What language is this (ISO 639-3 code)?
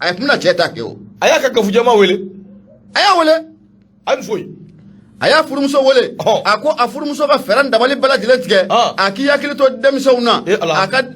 bam